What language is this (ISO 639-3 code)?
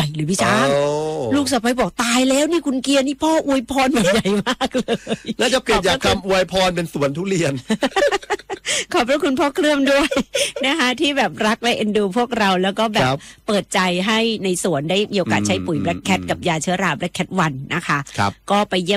tha